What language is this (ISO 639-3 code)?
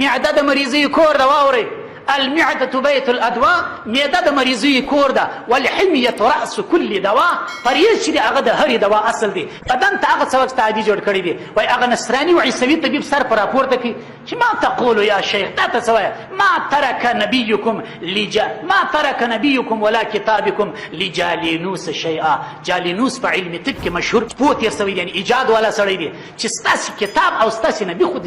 pus